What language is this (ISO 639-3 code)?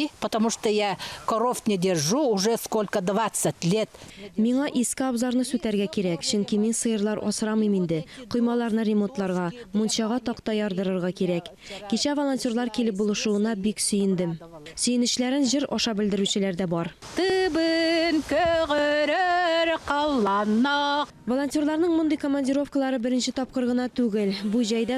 tat